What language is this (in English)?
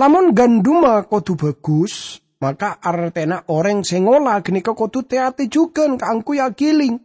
Madurese